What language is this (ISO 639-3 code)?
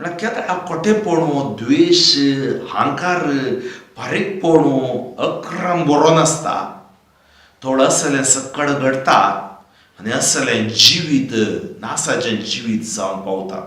kok